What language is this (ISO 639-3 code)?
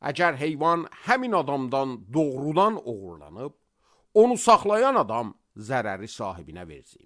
aze